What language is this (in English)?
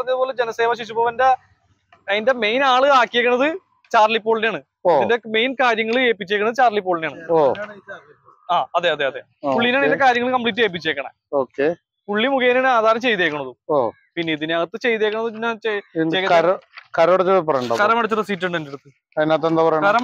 Malayalam